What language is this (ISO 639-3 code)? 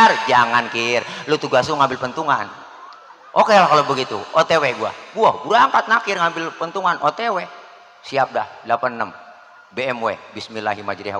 bew